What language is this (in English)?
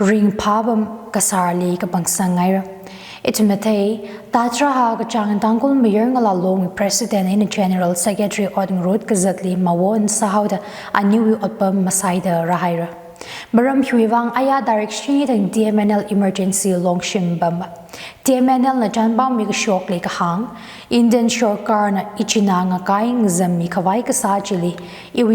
Tangkhul Naga (India)